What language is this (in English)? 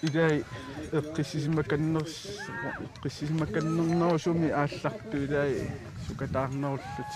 Kalaallisut